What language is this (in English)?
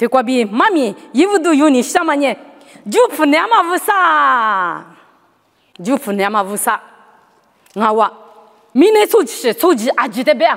Lisu